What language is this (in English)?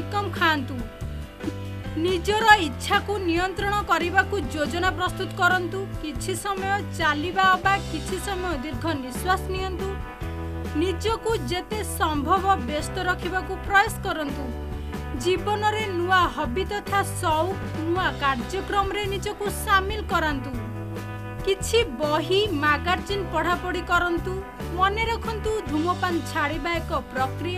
Odia